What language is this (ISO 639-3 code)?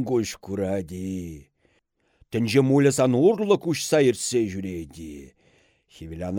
chv